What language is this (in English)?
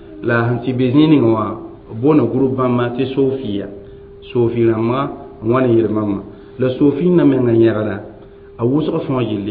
Mossi